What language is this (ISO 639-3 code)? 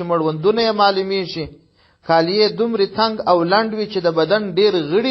pus